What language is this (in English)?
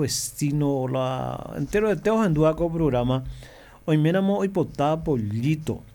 Guarani